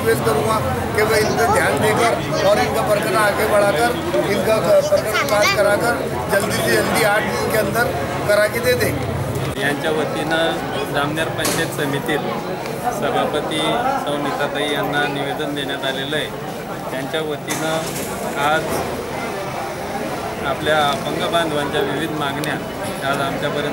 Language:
Marathi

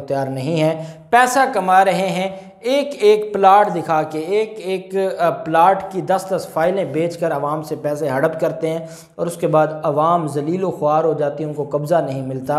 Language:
Urdu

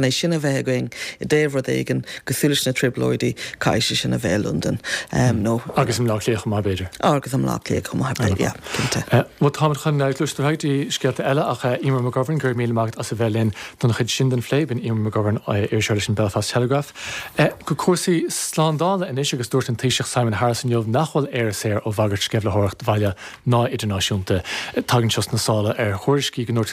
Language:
Irish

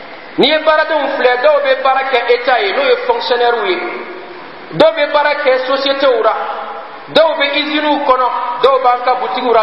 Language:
Bambara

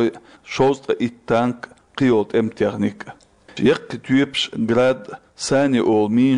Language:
Chechen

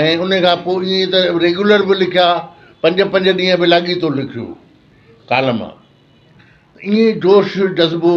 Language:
Sindhi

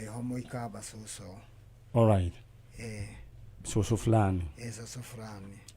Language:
Kikuyu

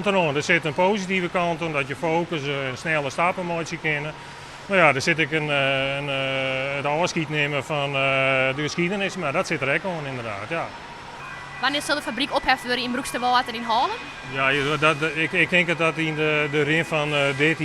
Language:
Western Frisian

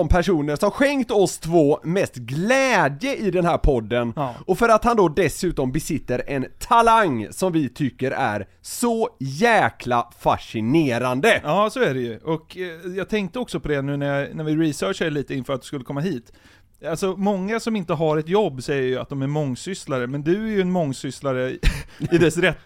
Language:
Swedish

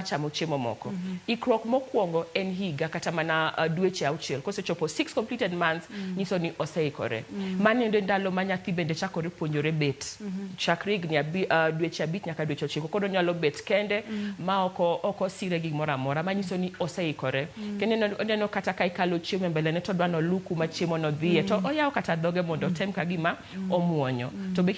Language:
Luo (Kenya and Tanzania)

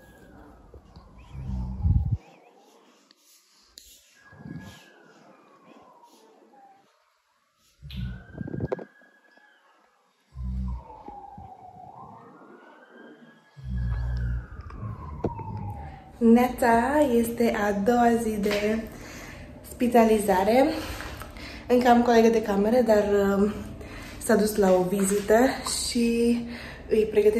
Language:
Romanian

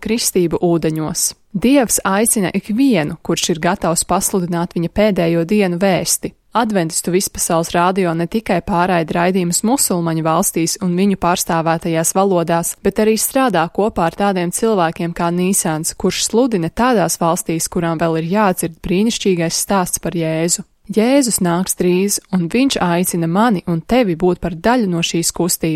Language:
Latvian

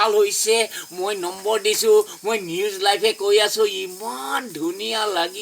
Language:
Assamese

